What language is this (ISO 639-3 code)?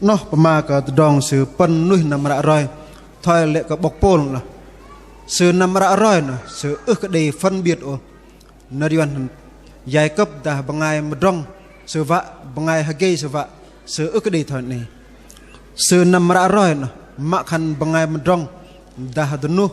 bdq